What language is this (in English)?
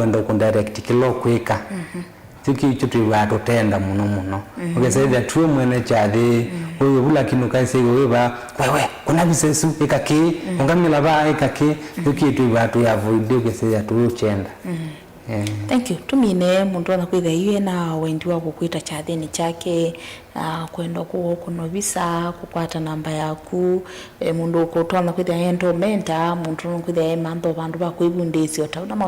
Kamba